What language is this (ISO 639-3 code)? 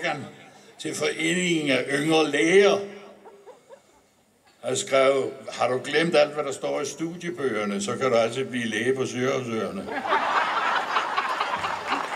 dan